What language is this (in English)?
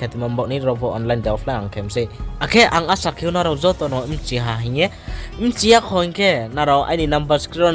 Riang (India)